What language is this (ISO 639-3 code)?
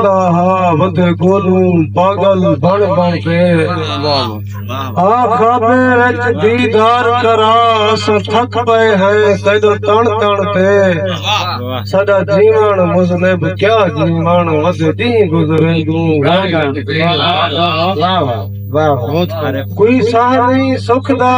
skr